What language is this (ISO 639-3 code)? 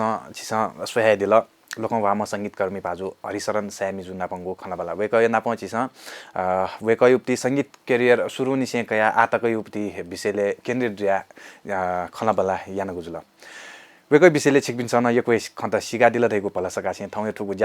new